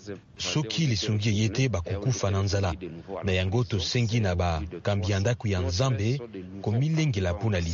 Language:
Lingala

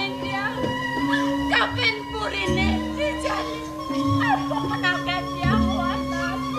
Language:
Balinese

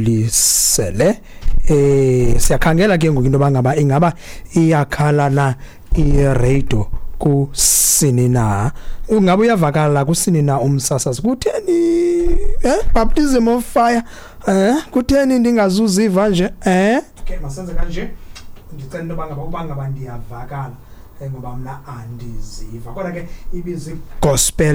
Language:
Xhosa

